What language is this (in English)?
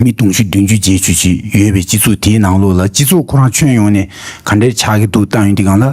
Tibetan